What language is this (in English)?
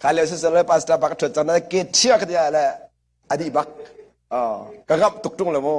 Hakha Chin